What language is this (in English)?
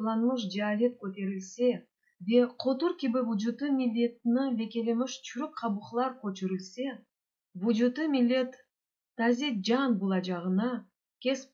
Crimean Tatar